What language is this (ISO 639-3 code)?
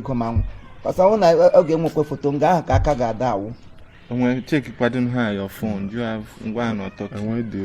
ibo